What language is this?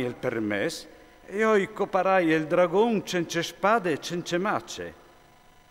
Friulian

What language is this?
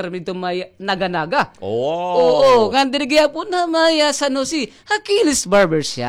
Waray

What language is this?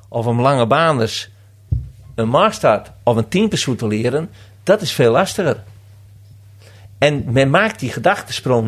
Dutch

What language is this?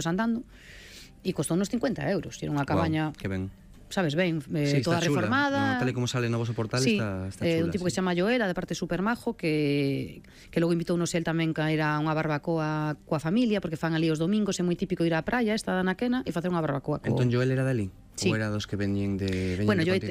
Galician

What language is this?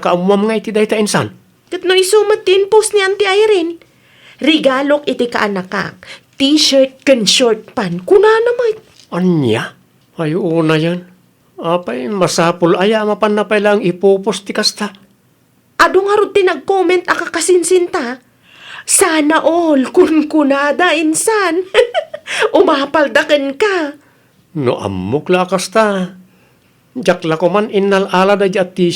Iloko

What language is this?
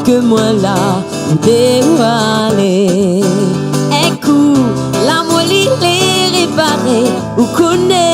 Réunion Creole French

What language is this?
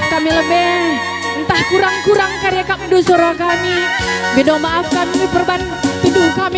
Batak Karo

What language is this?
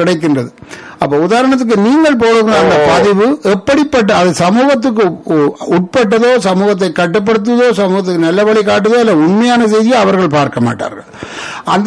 Tamil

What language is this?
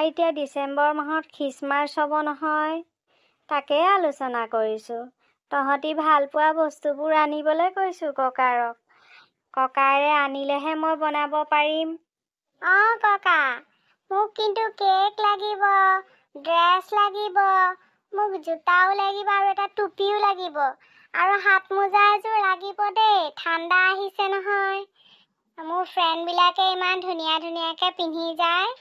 Assamese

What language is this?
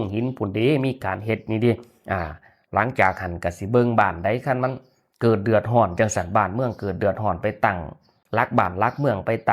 Northeastern Thai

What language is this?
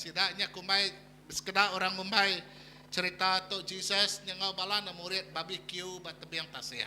Iban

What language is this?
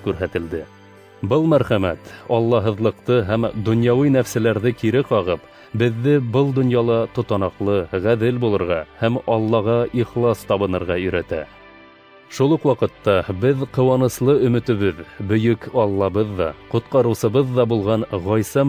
Bashkir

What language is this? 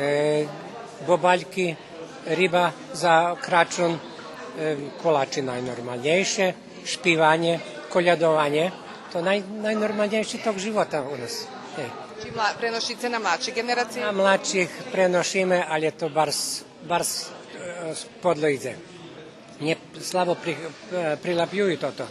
Rusyn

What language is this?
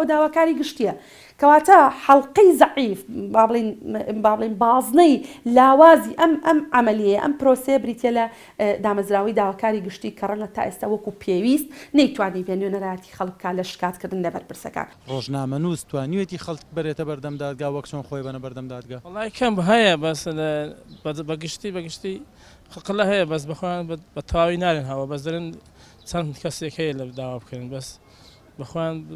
Central Kurdish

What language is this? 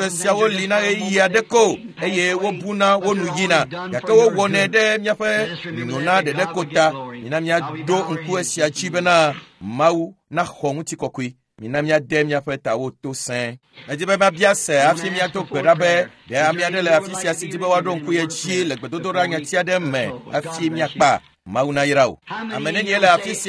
Ewe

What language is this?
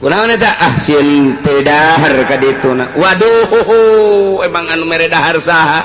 Sundanese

